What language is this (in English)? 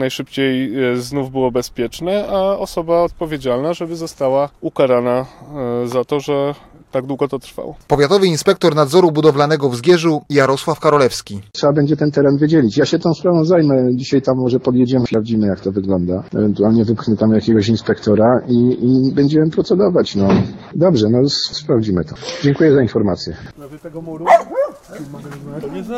Polish